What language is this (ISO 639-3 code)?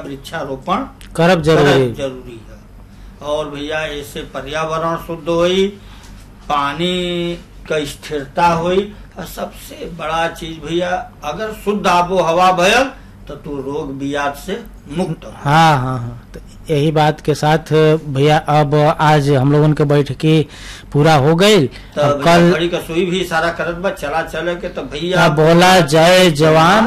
bho